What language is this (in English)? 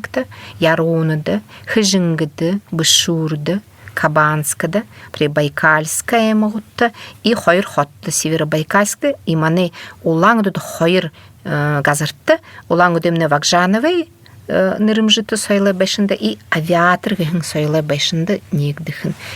Buriat